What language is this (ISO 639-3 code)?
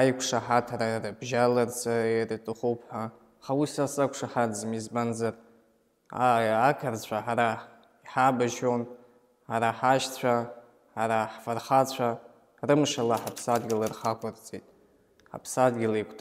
abk